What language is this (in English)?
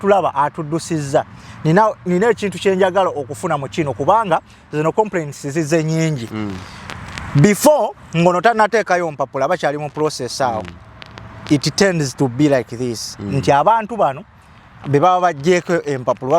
Ganda